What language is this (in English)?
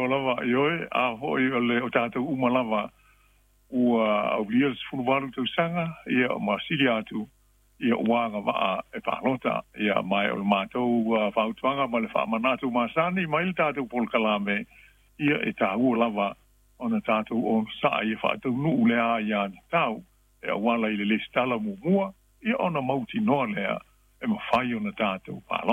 Samoan